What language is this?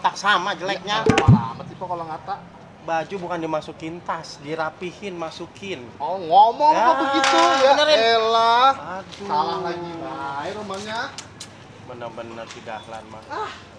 Betawi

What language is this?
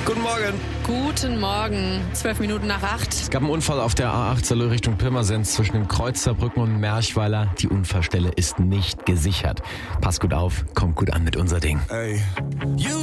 German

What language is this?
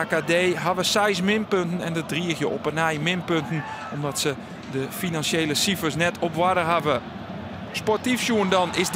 Western Frisian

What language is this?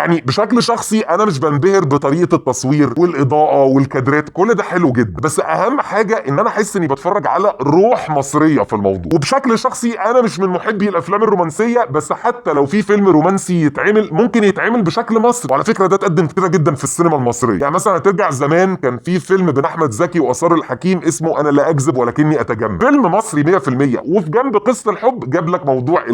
Egyptian Arabic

